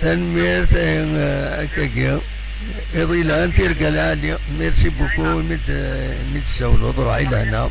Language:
Kabyle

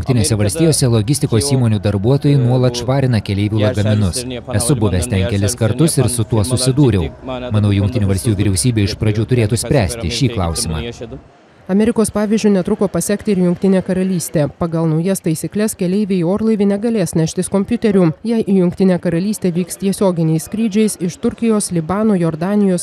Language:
Lithuanian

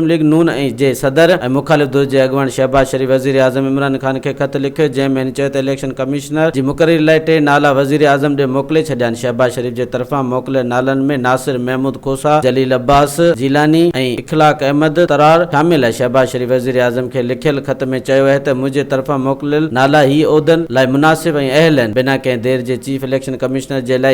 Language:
Sindhi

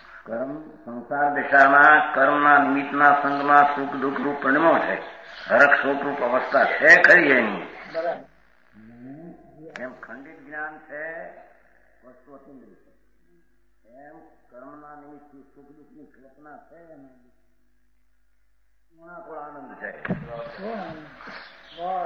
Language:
Gujarati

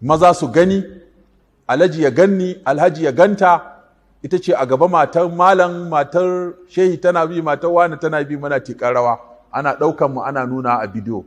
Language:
Hausa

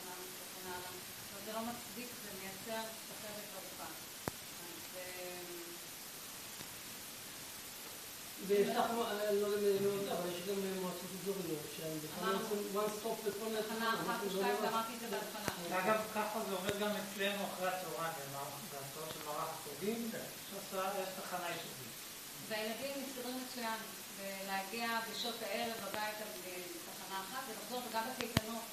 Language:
Hebrew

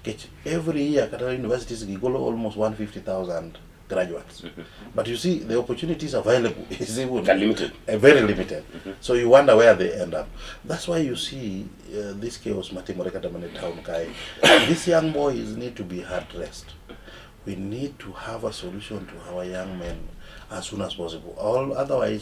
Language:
Luo (Kenya and Tanzania)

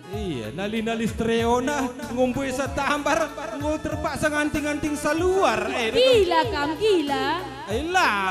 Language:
Batak Karo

